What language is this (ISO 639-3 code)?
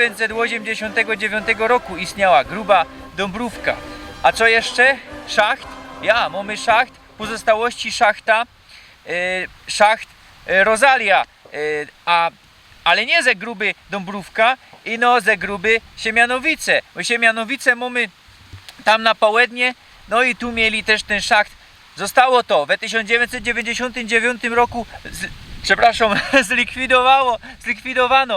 szl